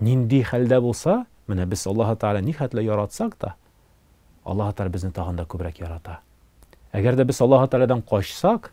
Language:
Tatar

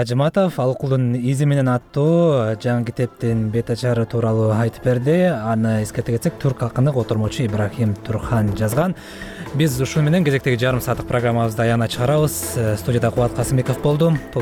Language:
Kyrgyz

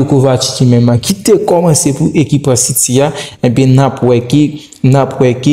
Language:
Haitian Creole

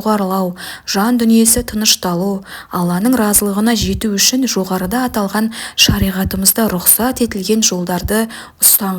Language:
Kazakh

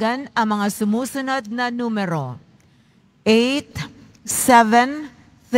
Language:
Filipino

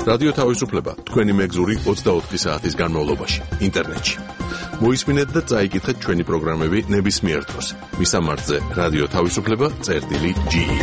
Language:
Georgian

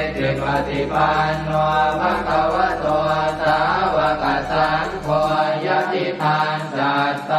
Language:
Pali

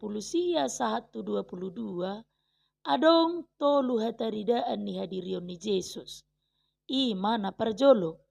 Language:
Batak Toba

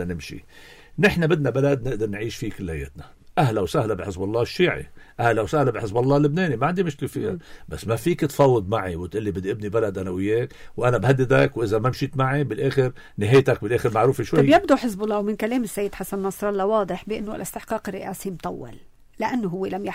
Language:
North Levantine Arabic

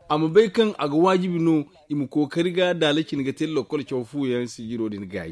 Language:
Zarma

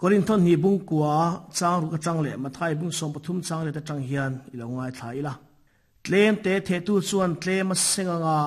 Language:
Mizo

